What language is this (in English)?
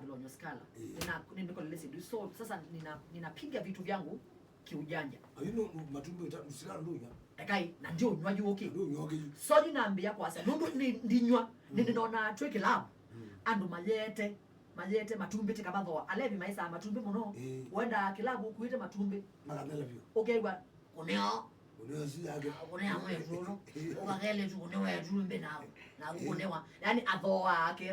Kamba